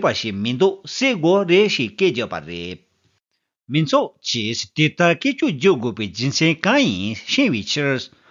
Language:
Tibetan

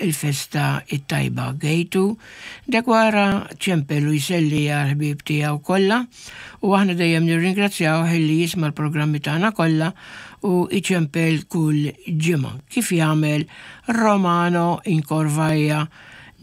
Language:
Maltese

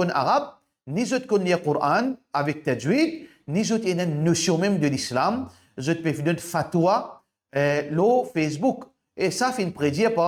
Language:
Morisyen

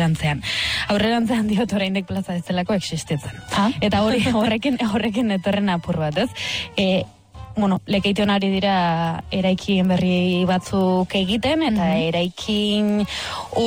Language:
Basque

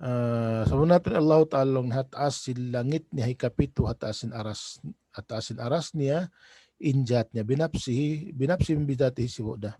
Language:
Tausug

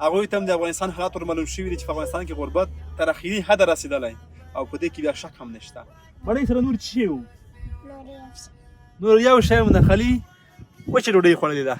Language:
Pashto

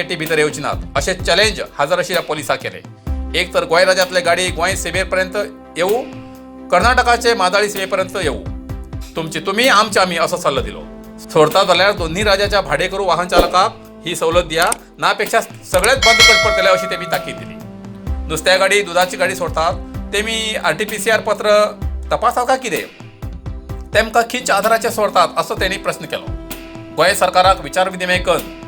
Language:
Konkani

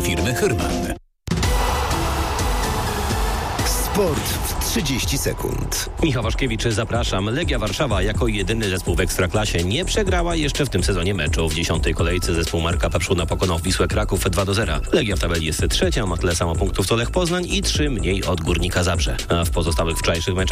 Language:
Polish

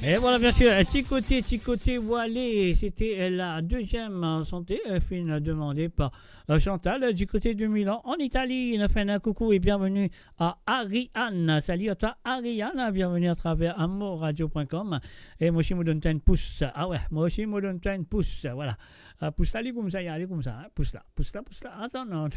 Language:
Morisyen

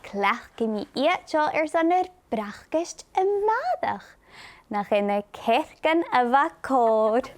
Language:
Scottish Gaelic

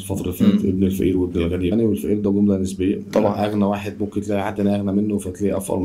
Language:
Egyptian Arabic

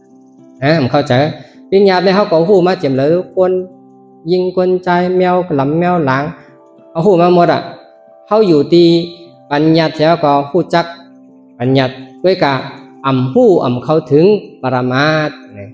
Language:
Shan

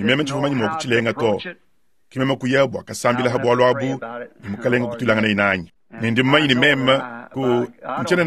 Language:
Luba-Lulua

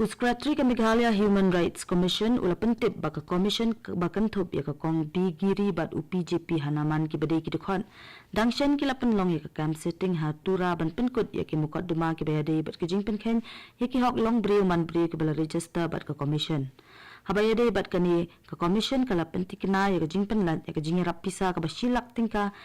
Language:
Khasi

